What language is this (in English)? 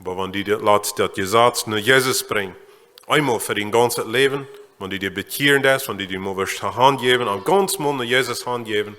Plautdietsch